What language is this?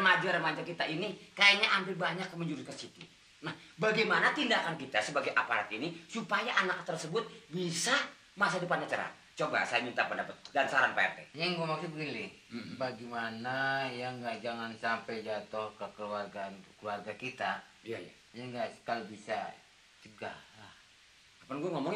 Betawi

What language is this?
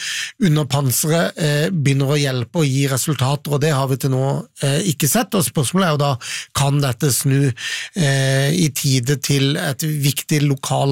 Norwegian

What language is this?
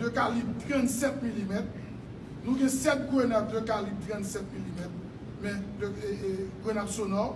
Haitian Creole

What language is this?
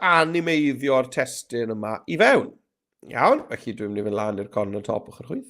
Welsh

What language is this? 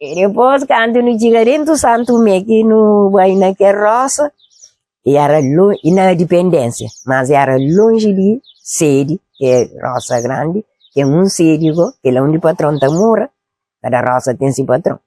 Kabuverdianu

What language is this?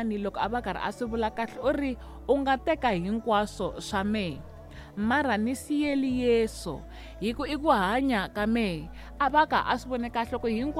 Tsonga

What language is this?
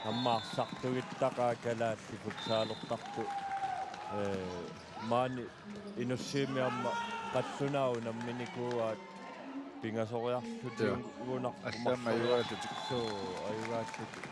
Kalaallisut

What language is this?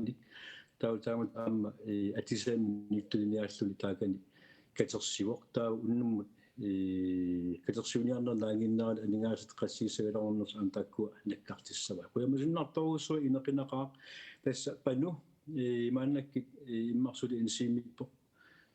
Kalaallisut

